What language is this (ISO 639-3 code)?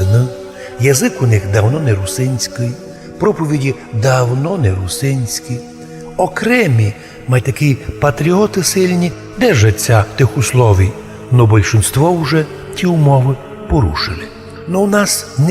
rue